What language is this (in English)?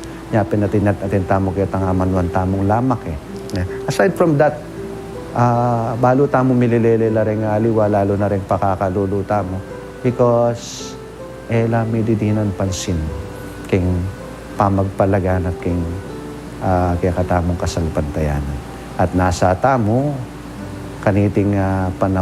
Pampanga